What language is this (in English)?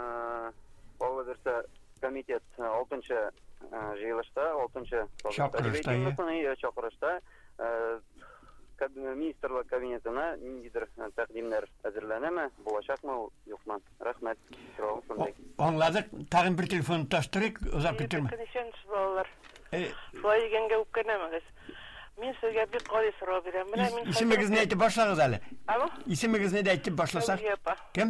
Tatar